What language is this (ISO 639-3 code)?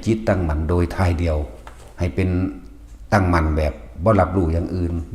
tts